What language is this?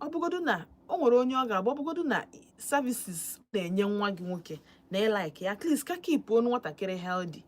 Igbo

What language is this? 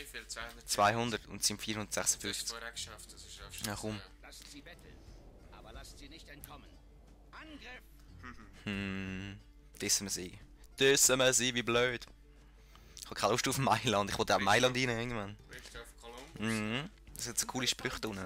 Swiss German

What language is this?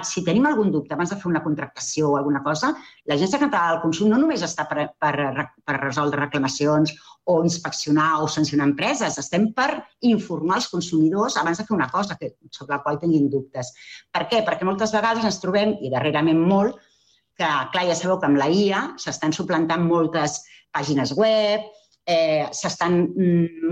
Catalan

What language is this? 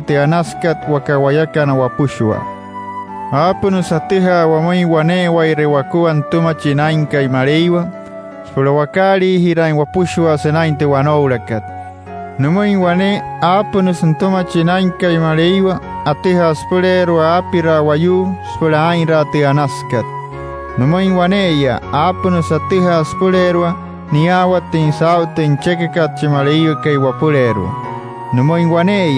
Wayuu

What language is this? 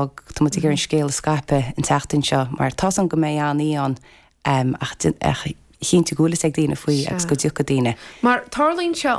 Irish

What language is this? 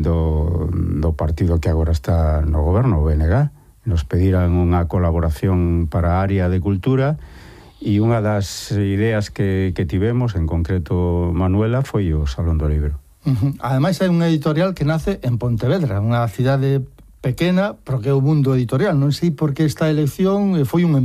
Galician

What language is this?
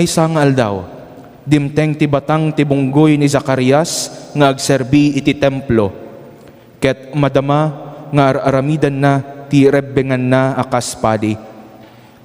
Iloko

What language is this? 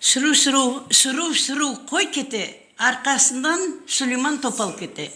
Crimean Tatar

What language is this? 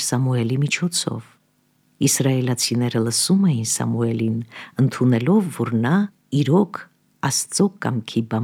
Armenian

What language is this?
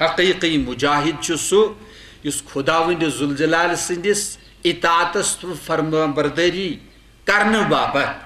Kashmiri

